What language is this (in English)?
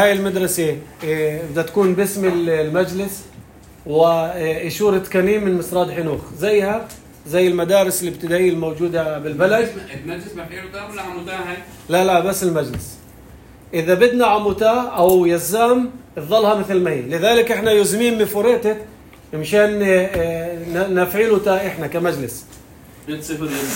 North Levantine Arabic